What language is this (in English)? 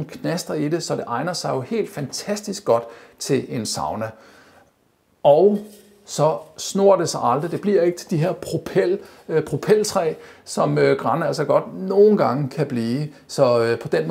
Danish